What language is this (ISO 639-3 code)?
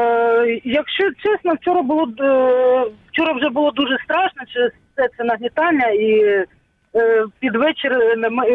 ukr